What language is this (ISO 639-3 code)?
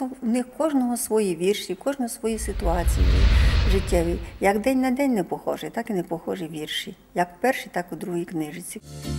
ukr